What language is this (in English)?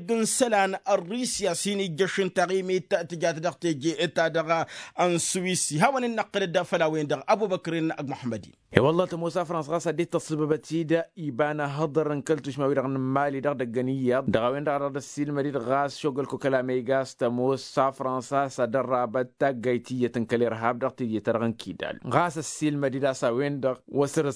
Tamasheq